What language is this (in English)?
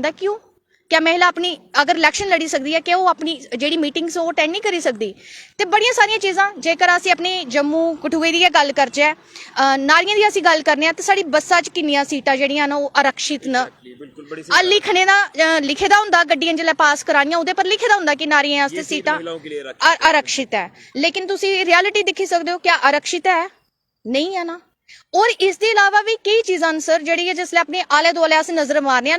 Dogri